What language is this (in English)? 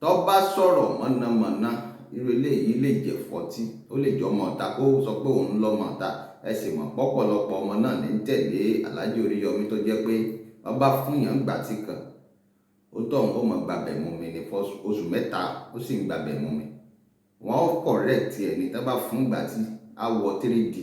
Yoruba